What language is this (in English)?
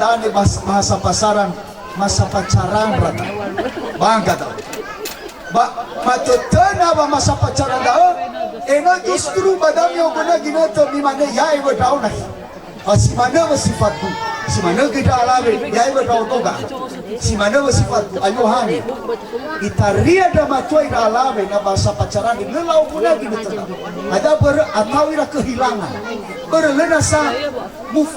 Nias